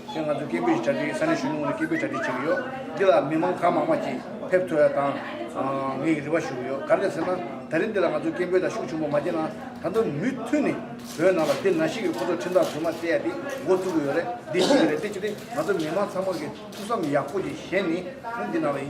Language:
Tibetan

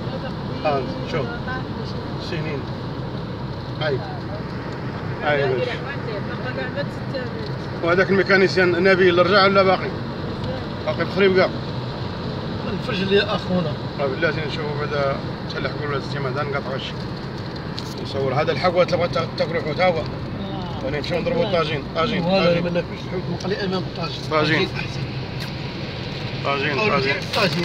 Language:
Moroccan Arabic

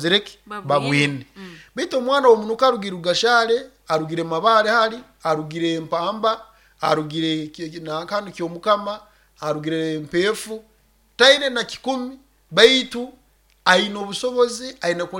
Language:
Nyoro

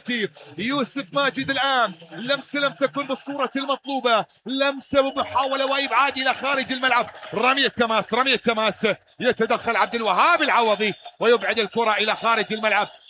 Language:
Mesopotamian Arabic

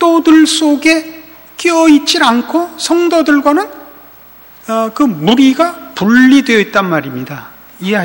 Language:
Korean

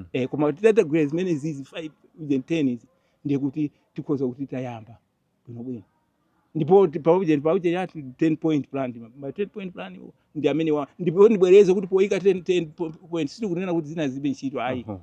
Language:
Nyanja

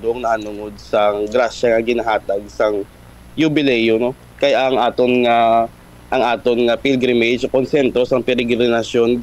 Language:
Hiligaynon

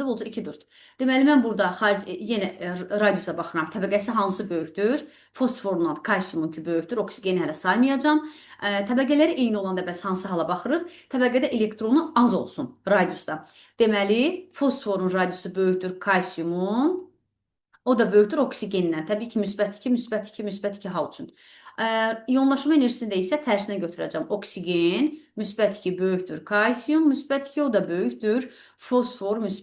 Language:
Azerbaijani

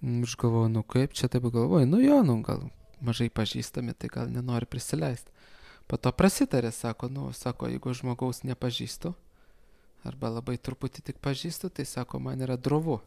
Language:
Lithuanian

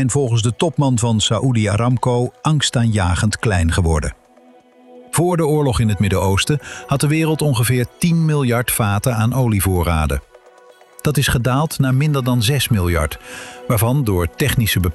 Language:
Dutch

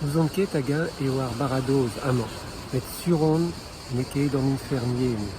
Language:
Breton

